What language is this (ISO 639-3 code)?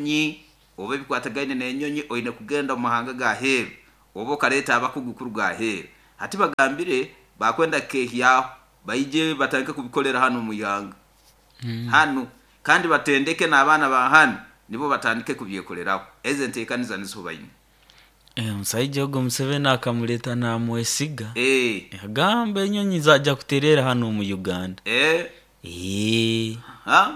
nyo